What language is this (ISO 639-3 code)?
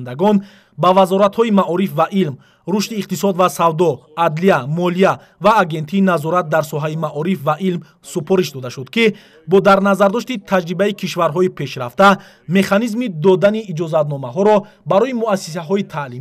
tgk